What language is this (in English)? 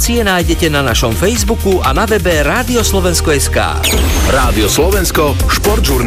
Slovak